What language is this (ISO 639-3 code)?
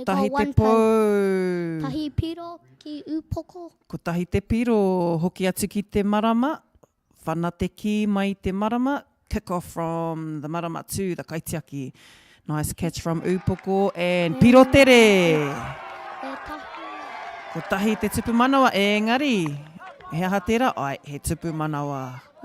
mri